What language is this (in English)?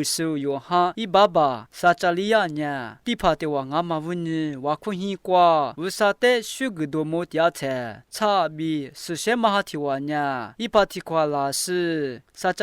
Lisu